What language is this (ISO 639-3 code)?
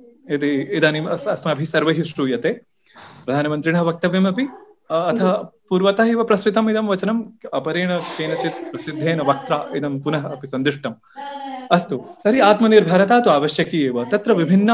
san